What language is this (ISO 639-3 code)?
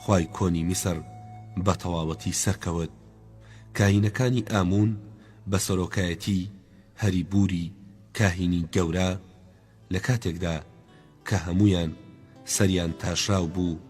ckb